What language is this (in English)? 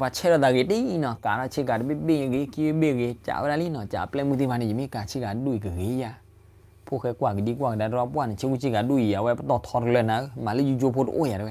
S'gaw Karen